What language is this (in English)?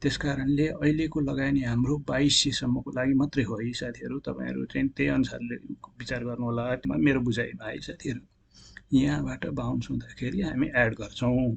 Nepali